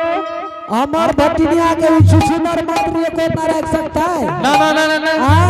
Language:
Angika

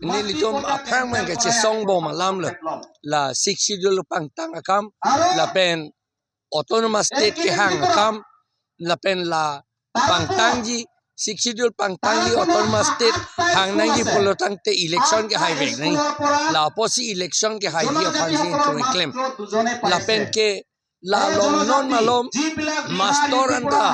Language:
Karbi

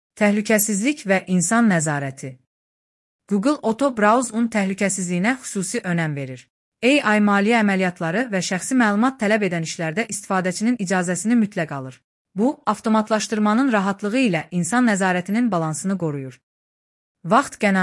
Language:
Azerbaijani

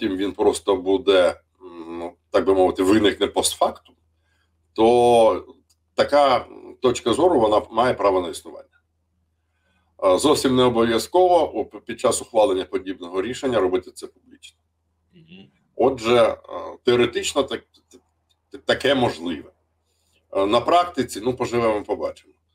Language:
Ukrainian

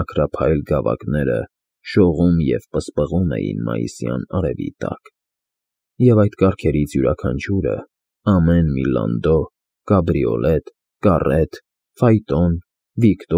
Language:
Armenian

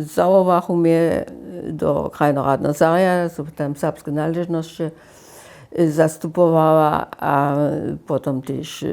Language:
Upper Sorbian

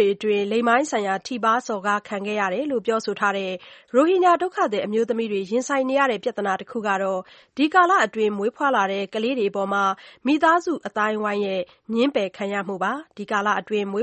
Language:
Burmese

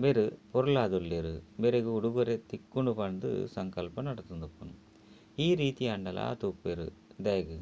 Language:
Tulu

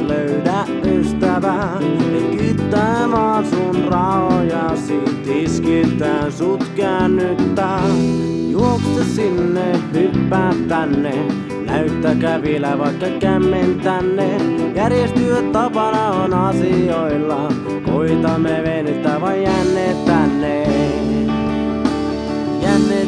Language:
Finnish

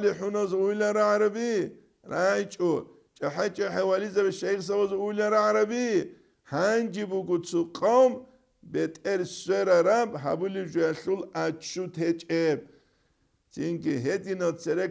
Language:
Avaric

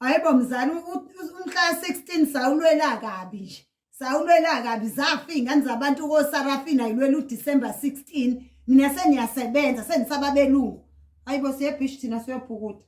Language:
Zulu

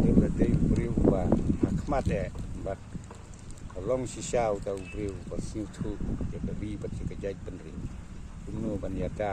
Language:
Khasi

